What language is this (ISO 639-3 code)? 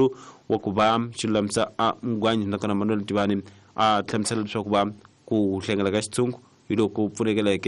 tso